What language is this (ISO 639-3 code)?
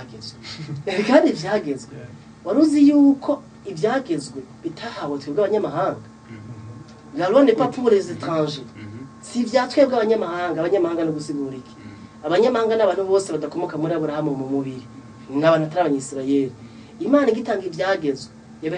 run